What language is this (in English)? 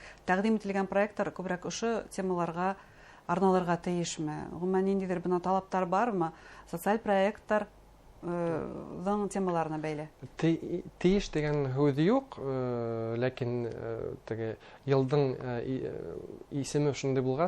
Bashkir